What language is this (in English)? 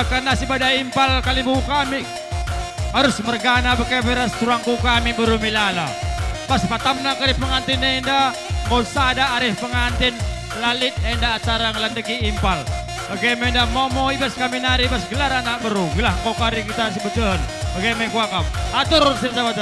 Batak Karo